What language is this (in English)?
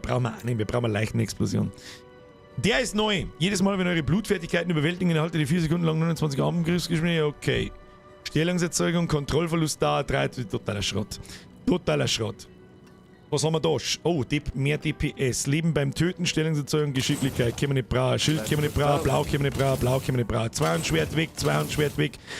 Bavarian